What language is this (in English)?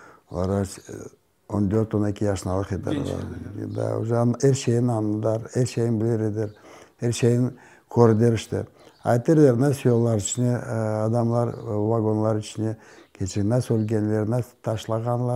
Crimean Tatar